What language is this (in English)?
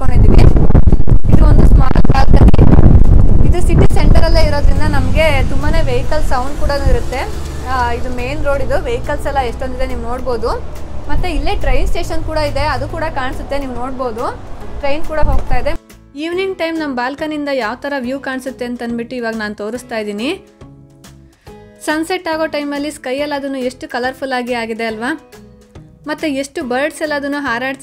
Kannada